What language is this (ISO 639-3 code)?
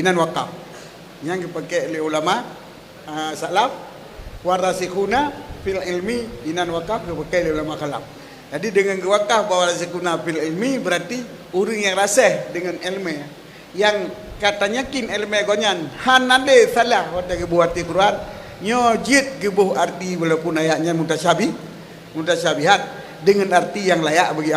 ace